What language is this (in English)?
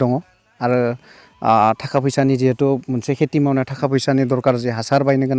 Bodo